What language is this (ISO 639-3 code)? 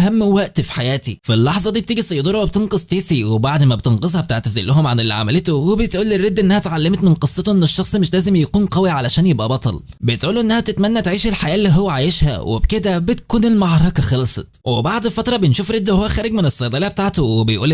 arz